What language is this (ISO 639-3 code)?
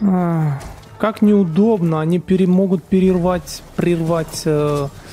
rus